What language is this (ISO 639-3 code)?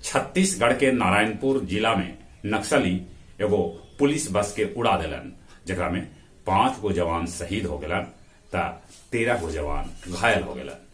mag